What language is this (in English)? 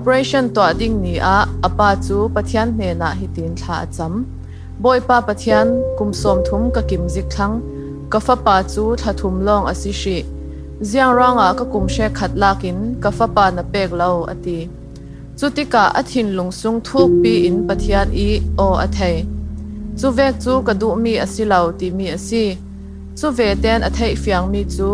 Falam Chin